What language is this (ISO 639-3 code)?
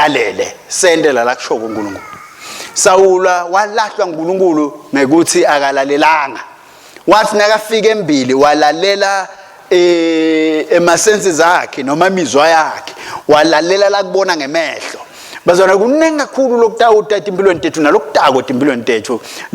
ssw